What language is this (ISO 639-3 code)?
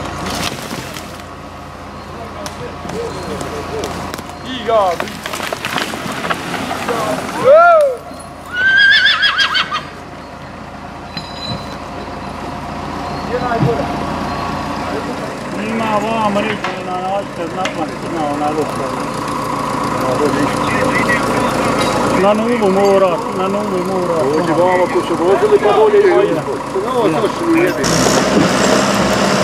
hrv